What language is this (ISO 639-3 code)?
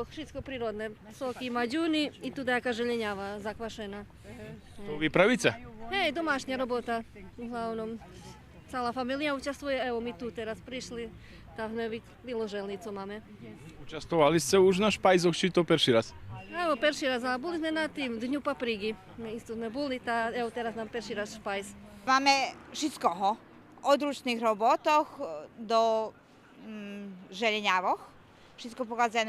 rue